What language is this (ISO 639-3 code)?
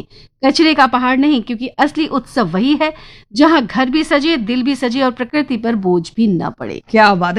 hin